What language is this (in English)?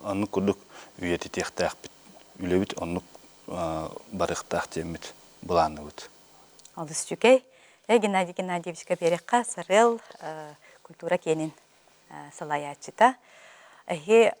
Yakut